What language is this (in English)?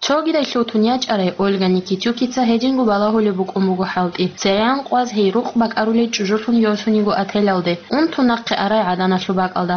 Avaric